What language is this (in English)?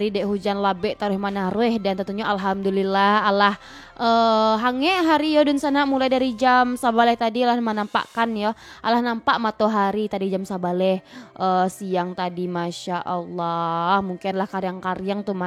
Minangkabau